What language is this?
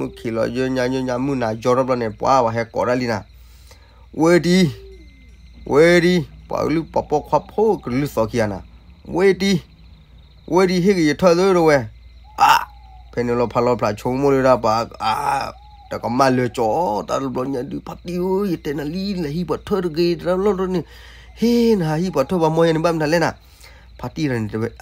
S'gaw Karen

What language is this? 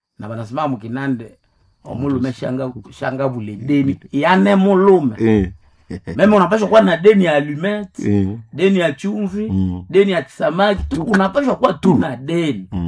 Swahili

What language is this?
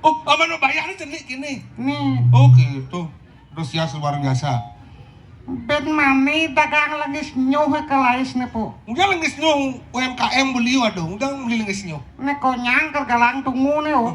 Balinese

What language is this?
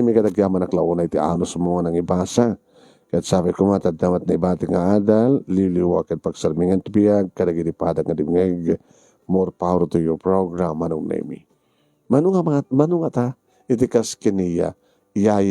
Iloko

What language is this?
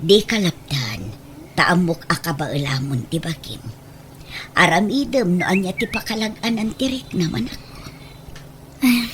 Iloko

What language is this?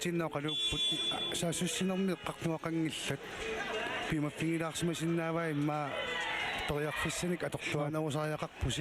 Kalaallisut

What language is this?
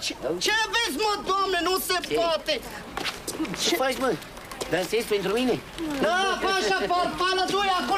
Romanian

